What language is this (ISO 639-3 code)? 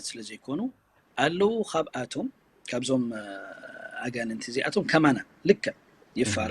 tir